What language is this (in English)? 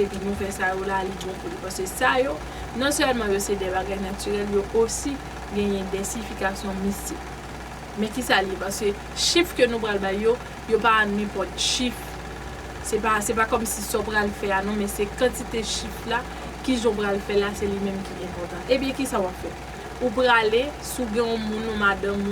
Haitian Creole